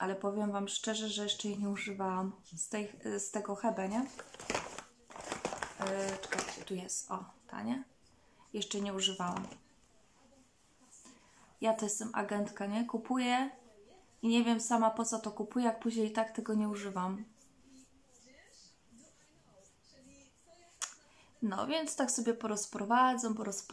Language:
Polish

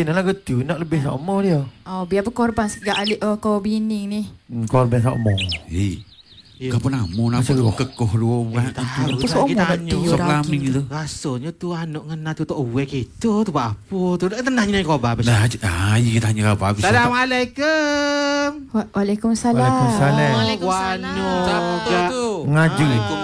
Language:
Malay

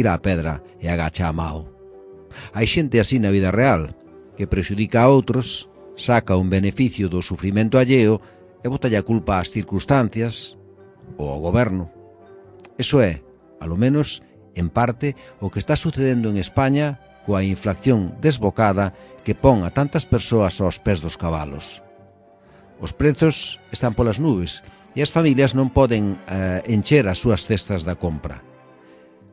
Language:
Galician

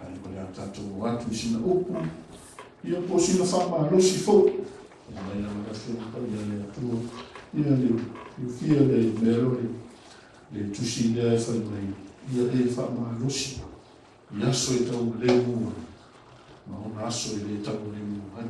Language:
Samoan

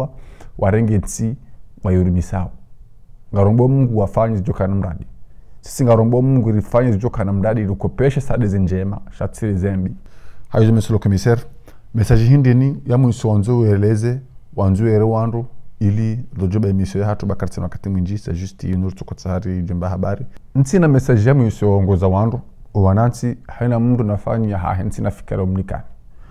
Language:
Ngazidja Comorian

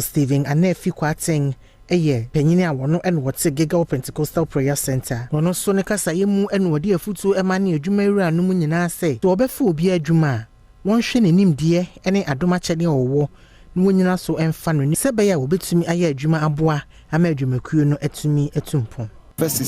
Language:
Akan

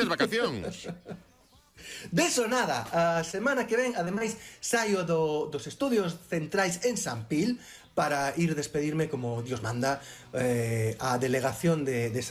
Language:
Galician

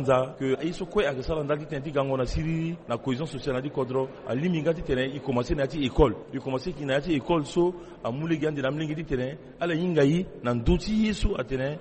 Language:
Sango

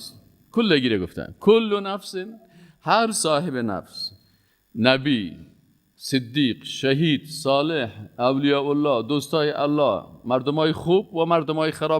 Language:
Persian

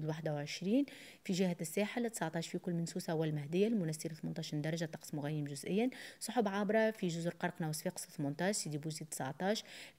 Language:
Tunisian Arabic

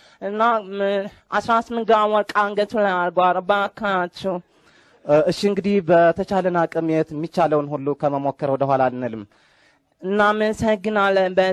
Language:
Amharic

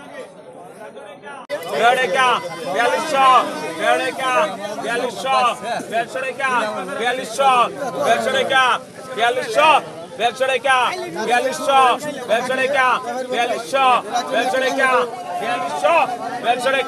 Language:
Bangla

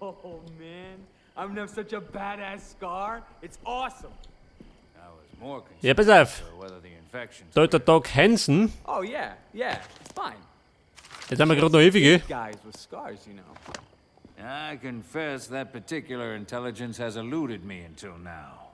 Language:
Bavarian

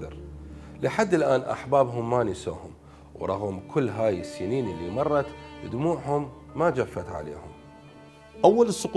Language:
Mesopotamian Arabic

